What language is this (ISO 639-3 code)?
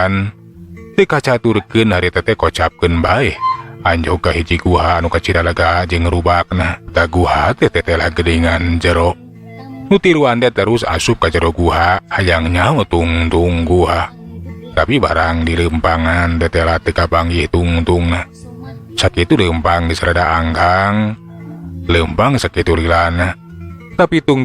sun